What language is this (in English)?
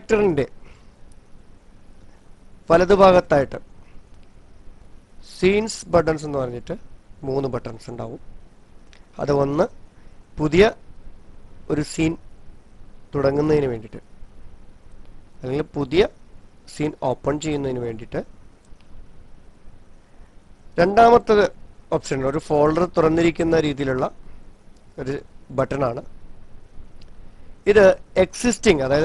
Malayalam